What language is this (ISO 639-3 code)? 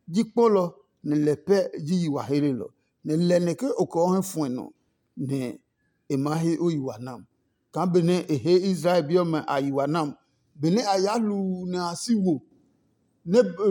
ada